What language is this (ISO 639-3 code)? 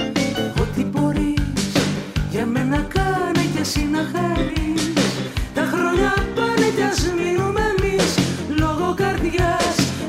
ell